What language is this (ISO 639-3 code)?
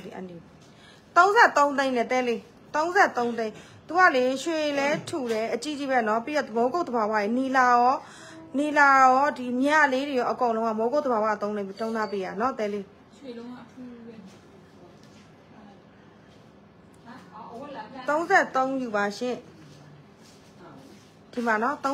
mya